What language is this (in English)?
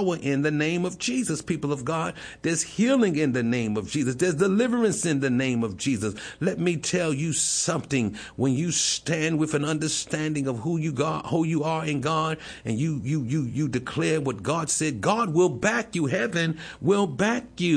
English